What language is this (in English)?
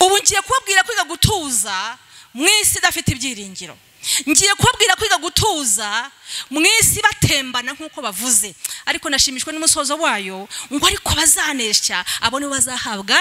Kinyarwanda